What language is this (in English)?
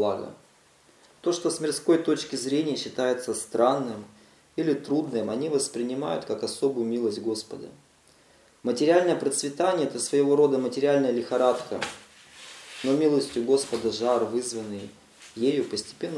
Russian